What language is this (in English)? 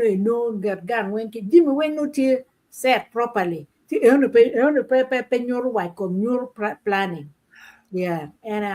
Acoli